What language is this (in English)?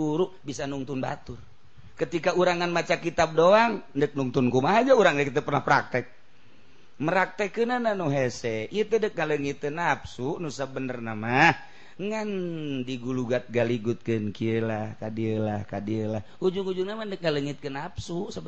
Sundanese